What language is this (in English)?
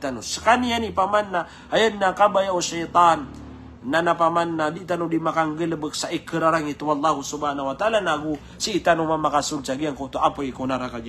Maranao